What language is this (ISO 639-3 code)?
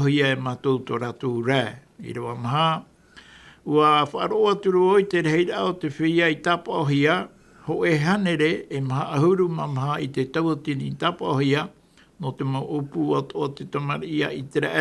tah